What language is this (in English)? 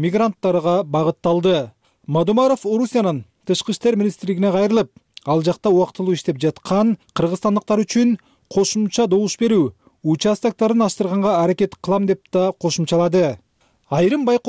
Kyrgyz